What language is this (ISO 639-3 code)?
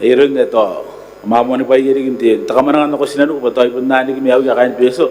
gil